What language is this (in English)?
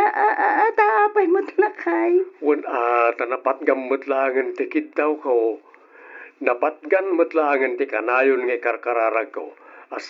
Iloko